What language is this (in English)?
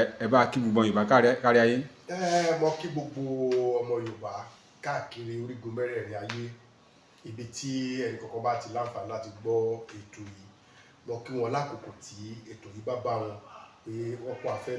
Yoruba